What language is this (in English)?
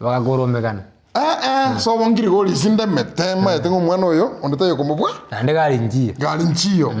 Gusii